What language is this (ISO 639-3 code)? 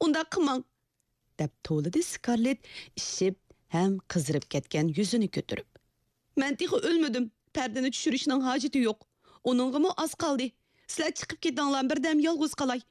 uig